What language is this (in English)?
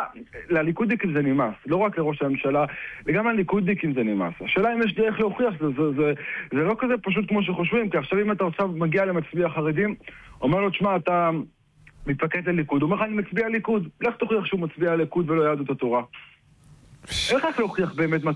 Hebrew